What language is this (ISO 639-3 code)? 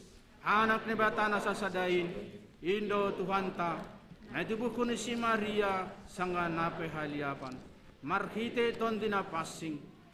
bts